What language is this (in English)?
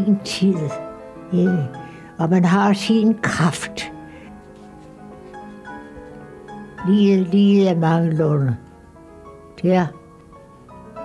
Danish